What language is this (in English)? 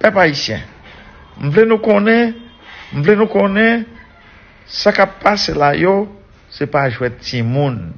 Haitian Creole